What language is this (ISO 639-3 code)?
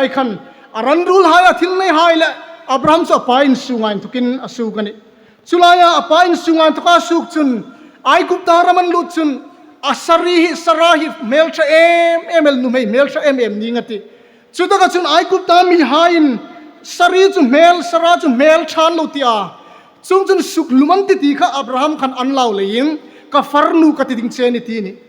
hmr